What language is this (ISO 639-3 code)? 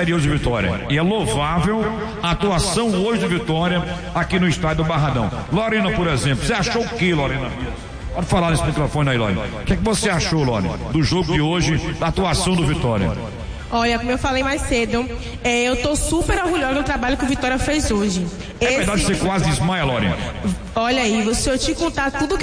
por